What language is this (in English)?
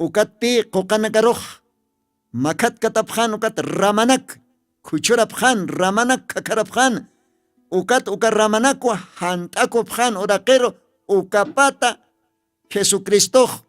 Aymara